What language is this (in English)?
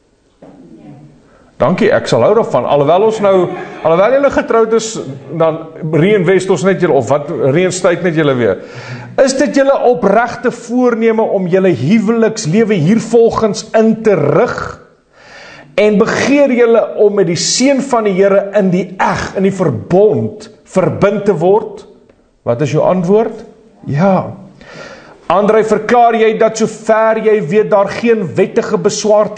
Afrikaans